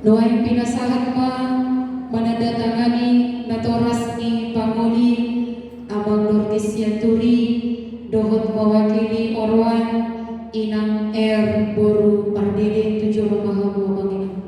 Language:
Batak Toba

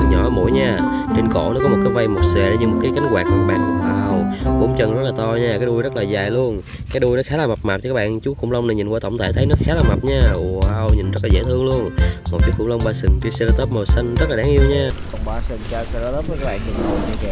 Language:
Vietnamese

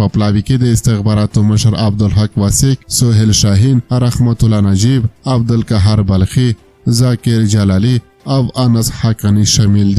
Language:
Pashto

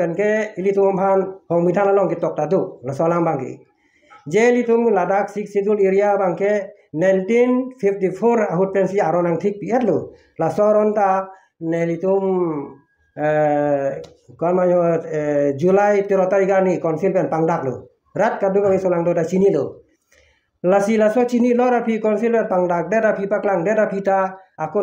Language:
Karbi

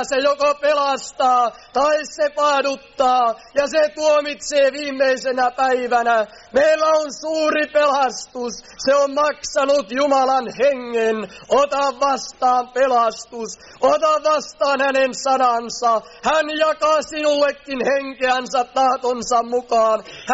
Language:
Finnish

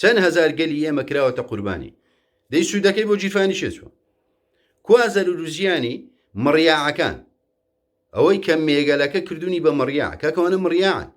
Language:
Central Kurdish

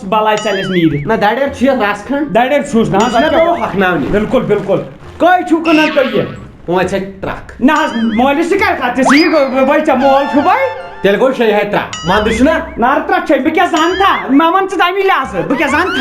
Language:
Kashmiri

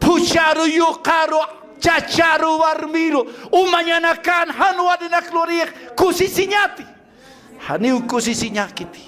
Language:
Aymara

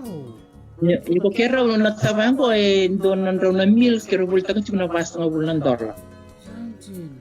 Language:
Fijian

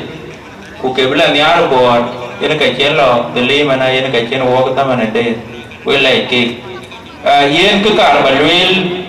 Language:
Dinka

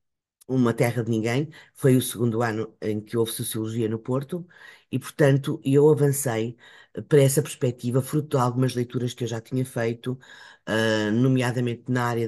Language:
Portuguese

